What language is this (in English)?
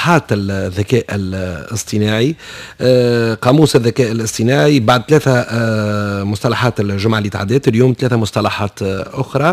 Tunisian Arabic